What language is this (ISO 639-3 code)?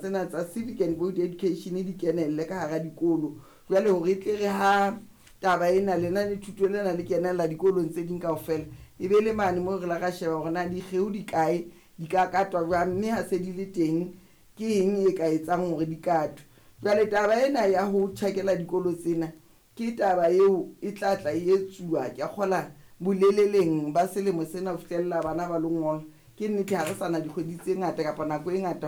sot